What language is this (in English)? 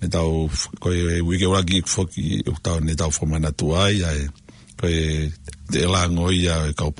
Tongan